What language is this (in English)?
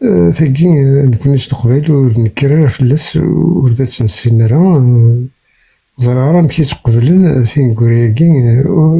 Kabyle